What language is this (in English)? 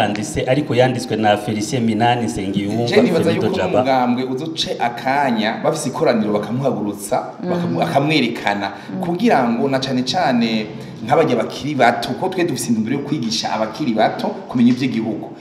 Rundi